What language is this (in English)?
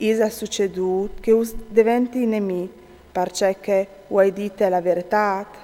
Friulian